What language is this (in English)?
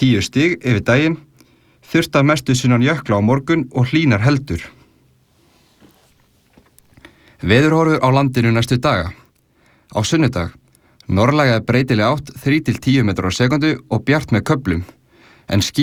Icelandic